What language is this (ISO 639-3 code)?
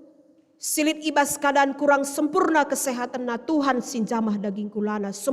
btx